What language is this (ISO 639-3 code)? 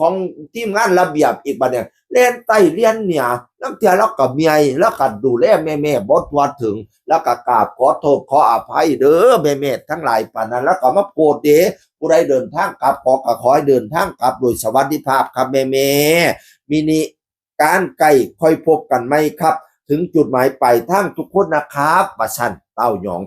tts